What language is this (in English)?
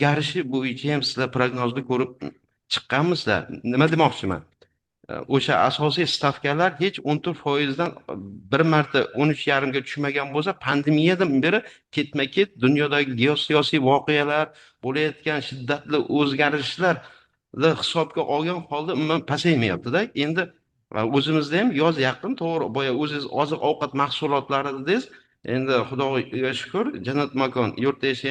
Uzbek